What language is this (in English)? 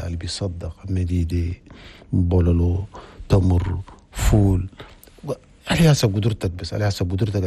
Chadian Arabic